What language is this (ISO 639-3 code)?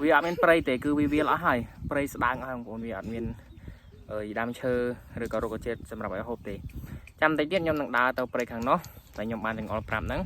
khm